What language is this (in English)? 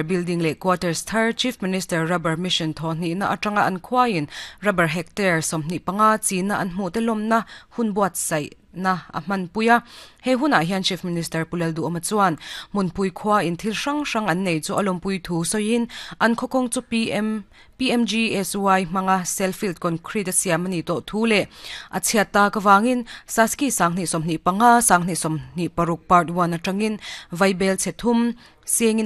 Mizo